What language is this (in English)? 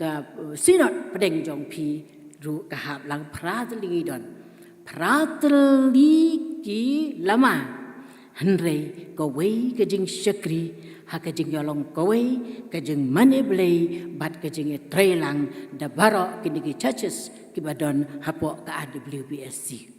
Khasi